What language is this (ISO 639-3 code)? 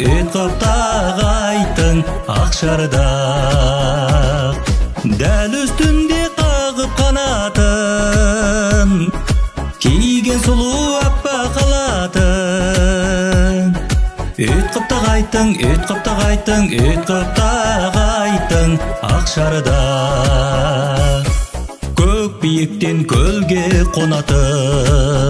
kaz